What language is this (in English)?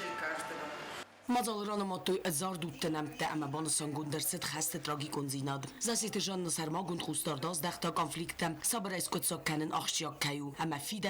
Ossetic